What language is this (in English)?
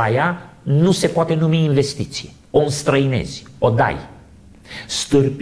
Romanian